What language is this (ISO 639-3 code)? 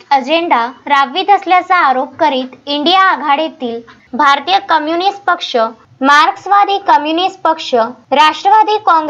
mar